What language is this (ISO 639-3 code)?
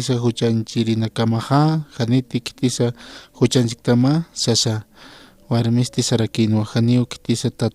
aym